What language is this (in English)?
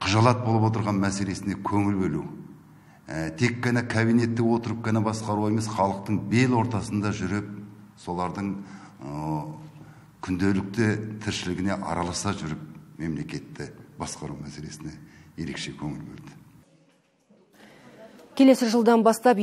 Kazakh